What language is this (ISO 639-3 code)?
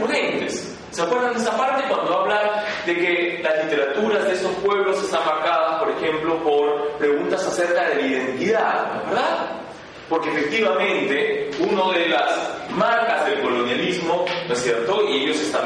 spa